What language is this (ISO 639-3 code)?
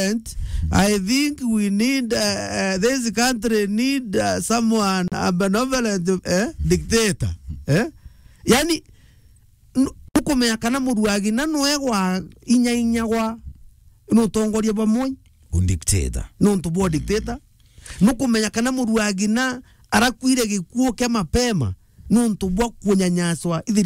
mer